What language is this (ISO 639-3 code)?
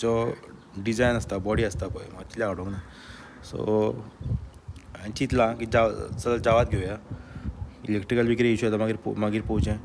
kok